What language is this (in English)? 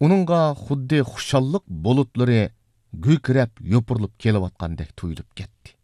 Uyghur